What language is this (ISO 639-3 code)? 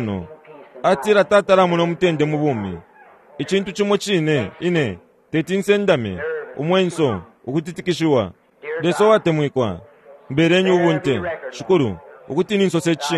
bem